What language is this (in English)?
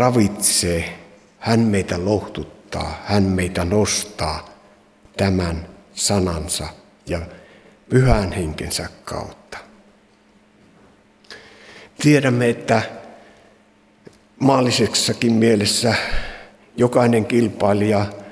Finnish